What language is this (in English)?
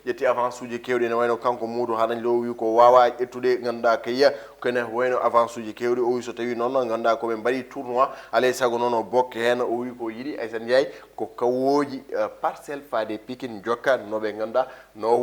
Fula